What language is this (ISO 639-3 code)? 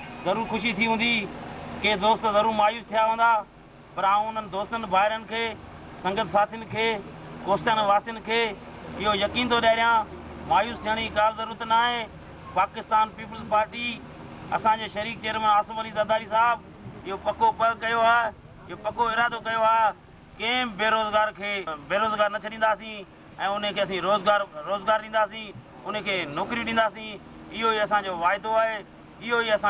snd